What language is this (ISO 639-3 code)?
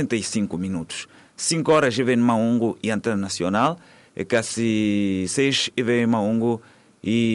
tso